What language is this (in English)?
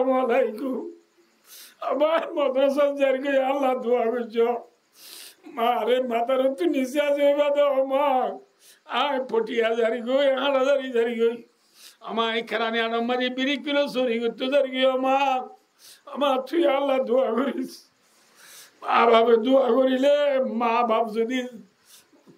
Rohingya